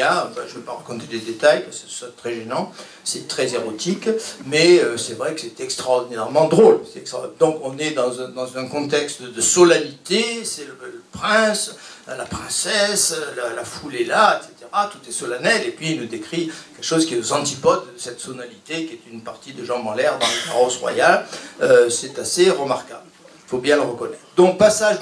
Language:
French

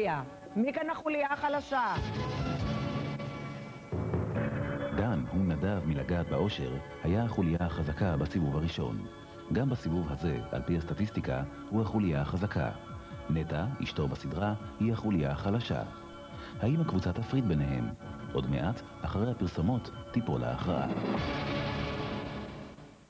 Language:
Hebrew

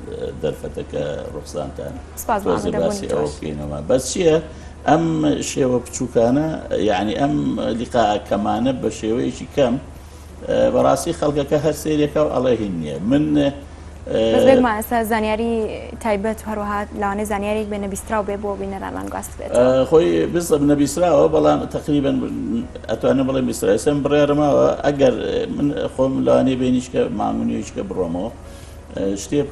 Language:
Central Kurdish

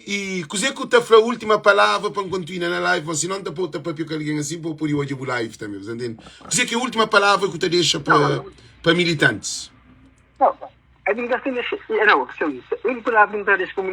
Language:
Kabuverdianu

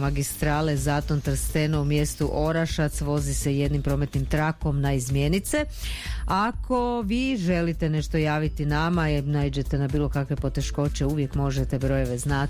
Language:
Croatian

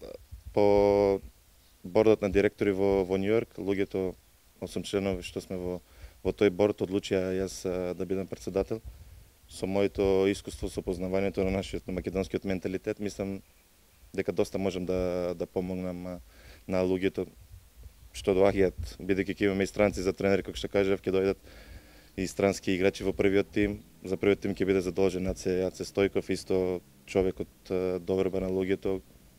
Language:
Macedonian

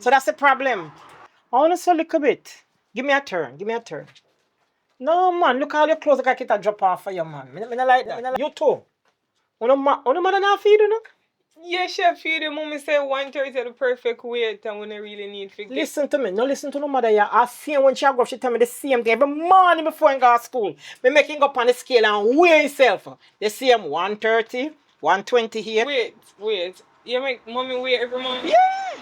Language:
Jamaican Creole English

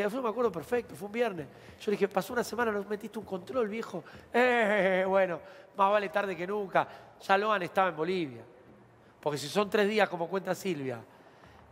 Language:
Spanish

